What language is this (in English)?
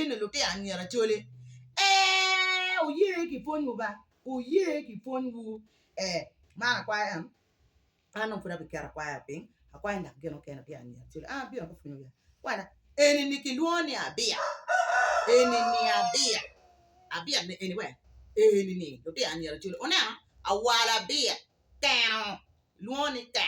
Acoli